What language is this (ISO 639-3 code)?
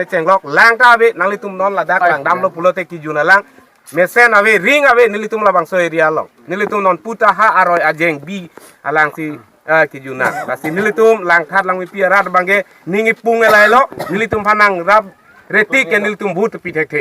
mjw